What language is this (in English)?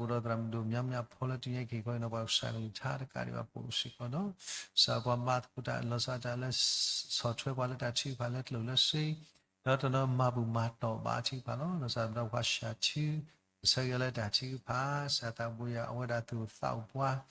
S'gaw Karen